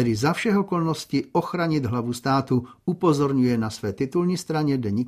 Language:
Czech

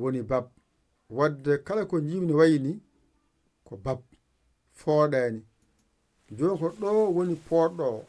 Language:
Fula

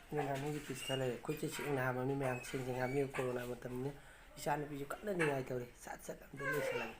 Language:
Manipuri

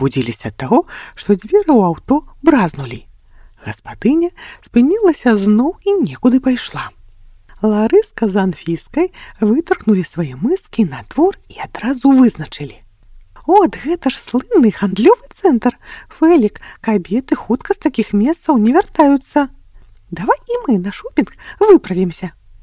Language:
Belarusian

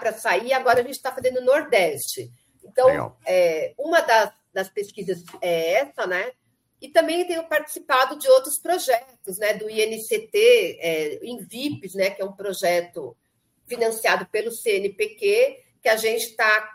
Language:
Portuguese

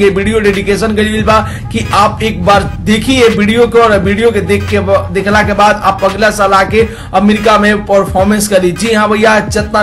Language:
Bhojpuri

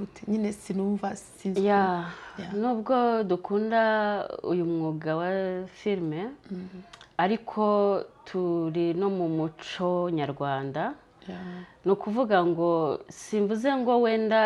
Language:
Kinyarwanda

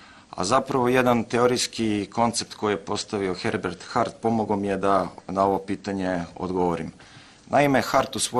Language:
Serbian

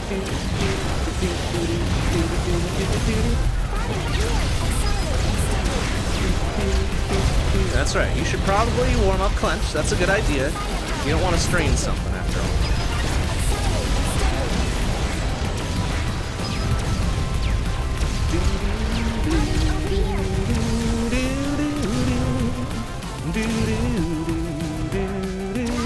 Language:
English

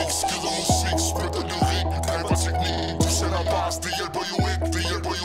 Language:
Danish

